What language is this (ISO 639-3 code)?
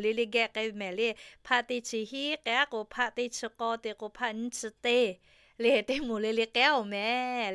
lhu